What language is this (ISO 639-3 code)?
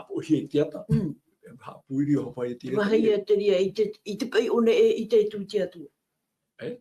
tah